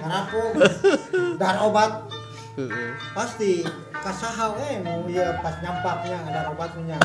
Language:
Sundanese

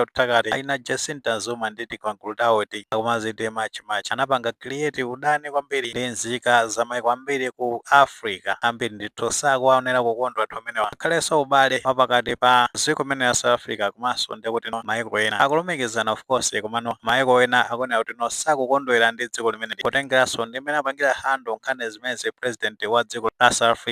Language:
Nyanja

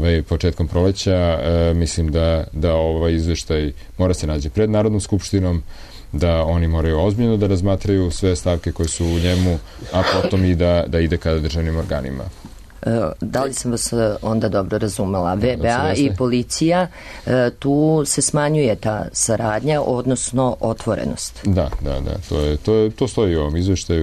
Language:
Serbian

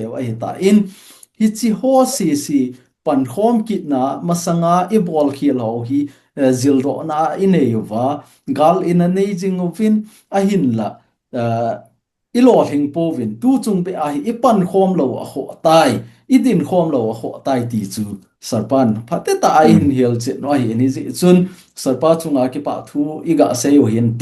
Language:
Thado Chin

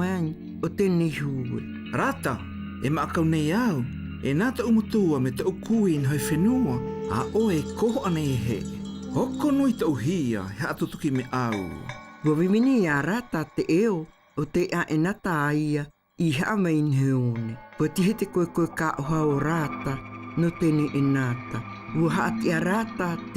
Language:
South Marquesan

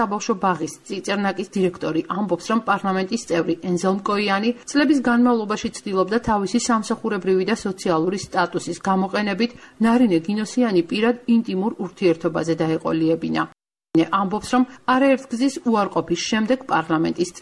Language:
Georgian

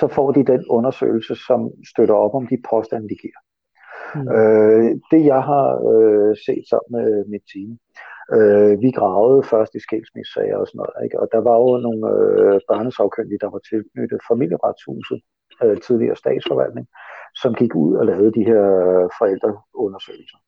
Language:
Danish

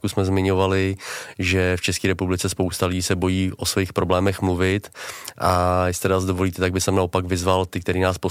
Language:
Czech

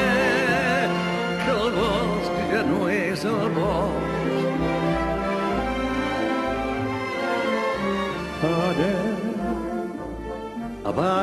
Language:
Catalan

